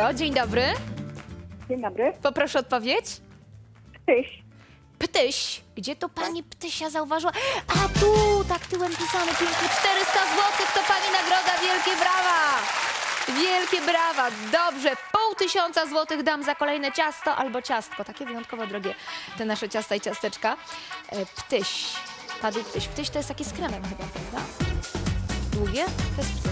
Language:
Polish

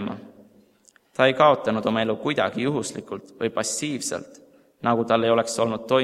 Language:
Estonian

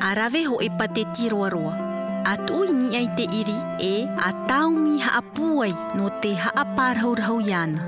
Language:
Tahitian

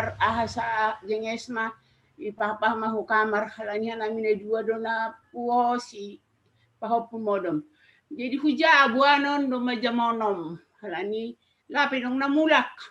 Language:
Batak Simalungun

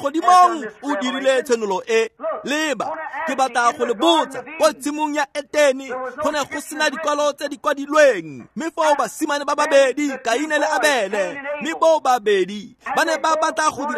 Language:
Tswana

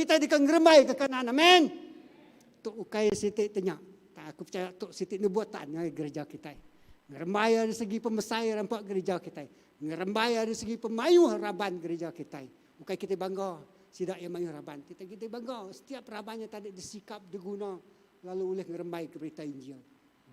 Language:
Iban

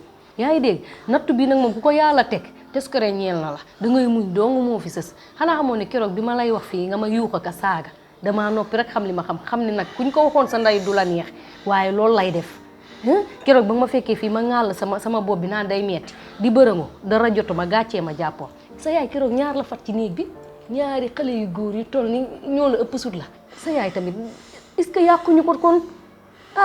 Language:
Wolof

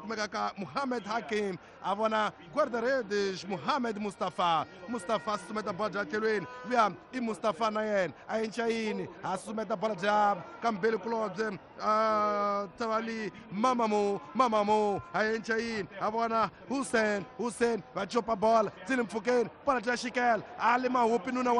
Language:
Tsonga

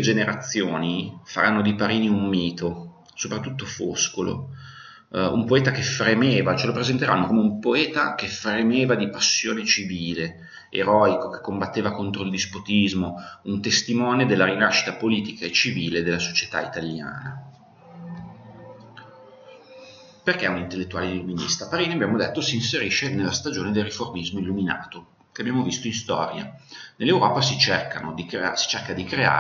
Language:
Italian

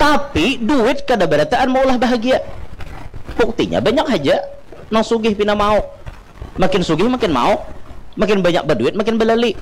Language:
Banjar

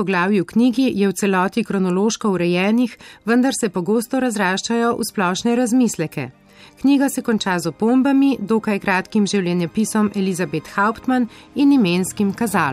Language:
Slovenian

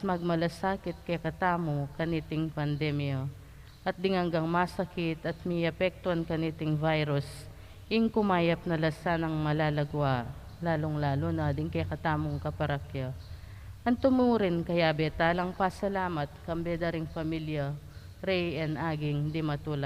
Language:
Pampanga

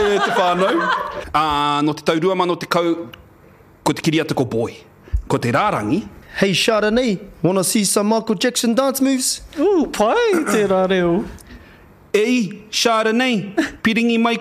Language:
Māori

